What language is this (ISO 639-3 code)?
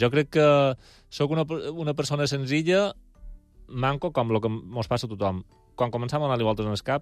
cat